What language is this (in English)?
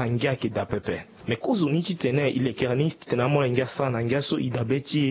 Sango